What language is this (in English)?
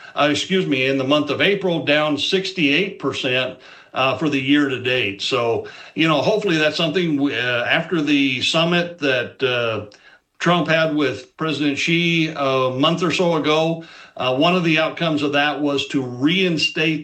English